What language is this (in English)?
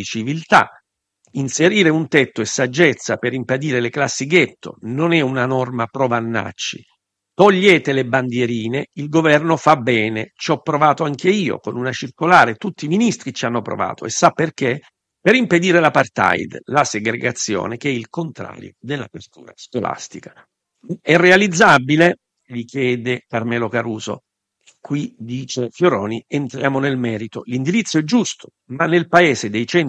Italian